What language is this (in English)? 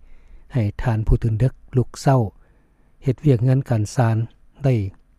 Lao